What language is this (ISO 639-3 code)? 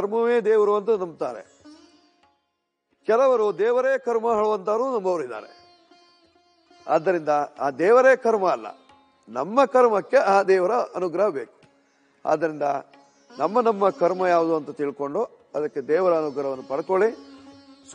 kan